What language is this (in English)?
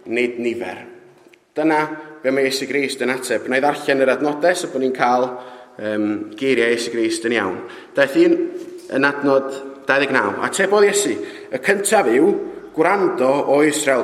Welsh